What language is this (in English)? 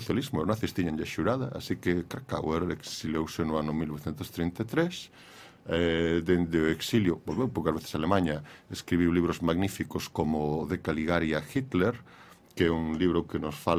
Galician